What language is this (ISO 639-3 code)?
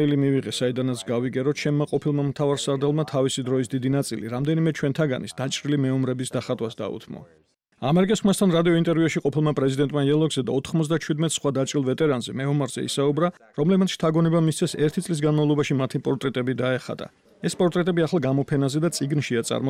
kat